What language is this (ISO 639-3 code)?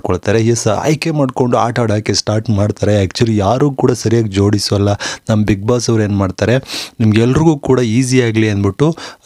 kan